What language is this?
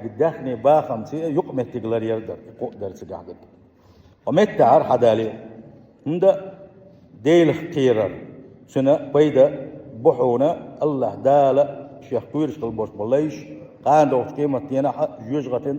Chechen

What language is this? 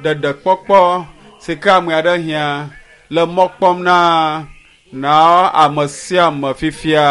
Ewe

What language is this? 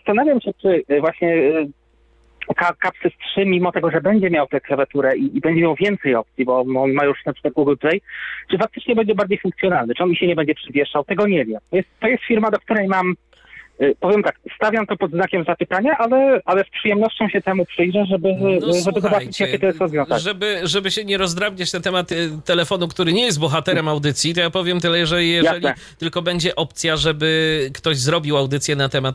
Polish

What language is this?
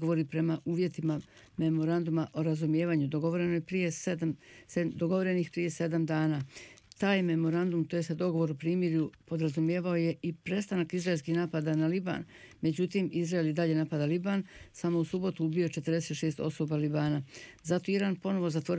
Bosnian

